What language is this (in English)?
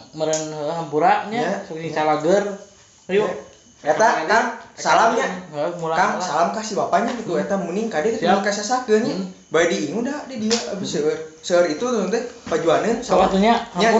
Sundanese